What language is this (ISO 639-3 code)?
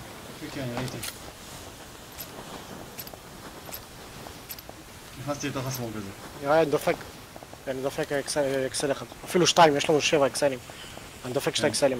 heb